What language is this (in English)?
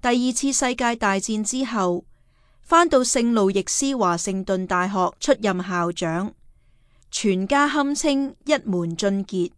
Cantonese